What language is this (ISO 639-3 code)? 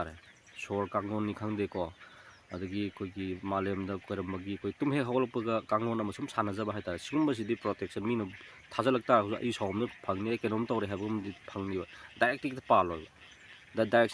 mni